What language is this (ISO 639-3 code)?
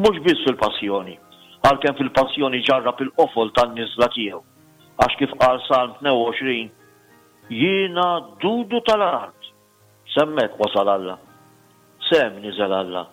mlt